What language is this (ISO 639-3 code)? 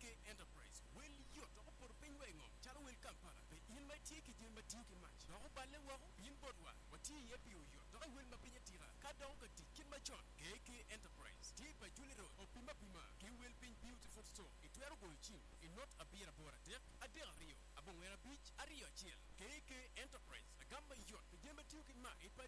ach